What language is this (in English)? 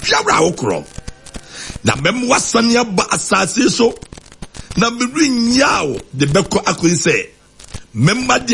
Akan